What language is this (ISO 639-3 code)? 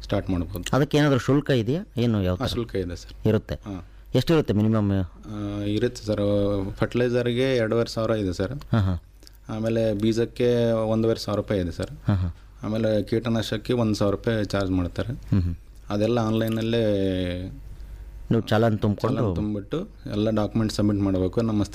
kan